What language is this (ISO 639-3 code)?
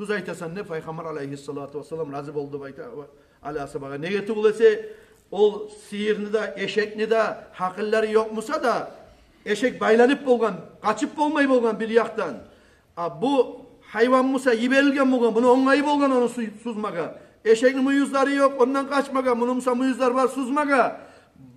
kum